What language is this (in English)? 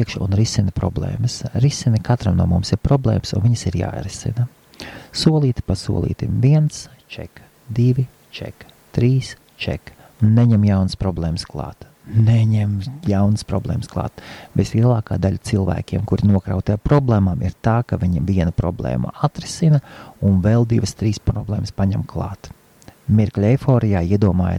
Latvian